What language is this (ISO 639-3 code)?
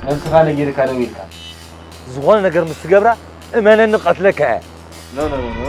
tir